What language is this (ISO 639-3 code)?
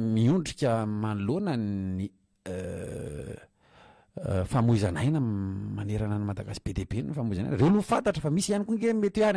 mlg